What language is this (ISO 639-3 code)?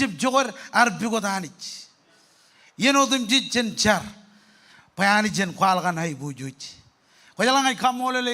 mah